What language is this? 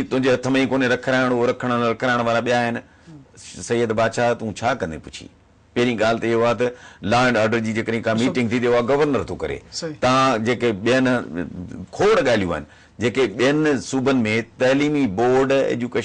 Sindhi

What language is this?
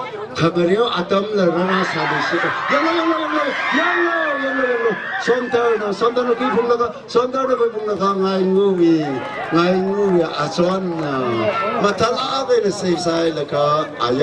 Tangkhul Naga (India)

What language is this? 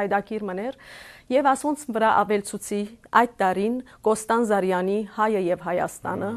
Western Armenian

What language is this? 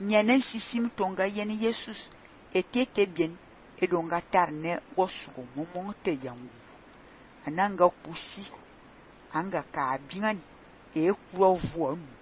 Fang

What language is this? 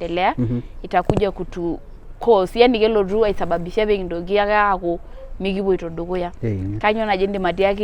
Masai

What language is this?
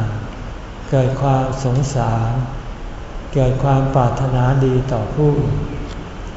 Thai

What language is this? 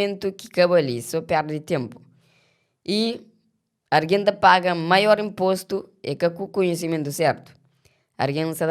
Kabuverdianu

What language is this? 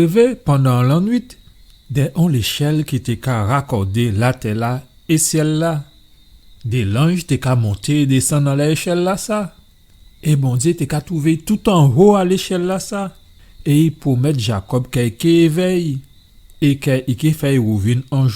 Guadeloupean Creole French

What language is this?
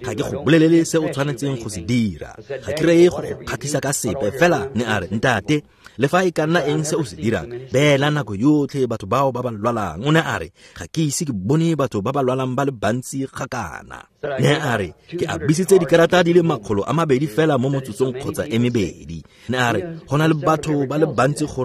Tswana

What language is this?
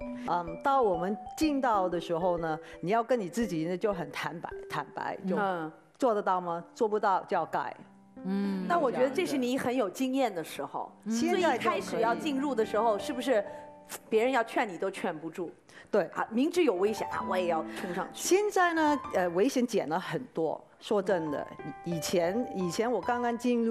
Chinese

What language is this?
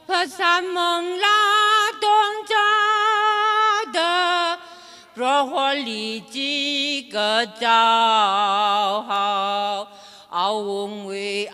Tangkhul Naga (India)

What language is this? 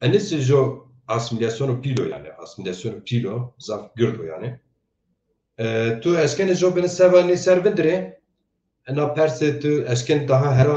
Zaza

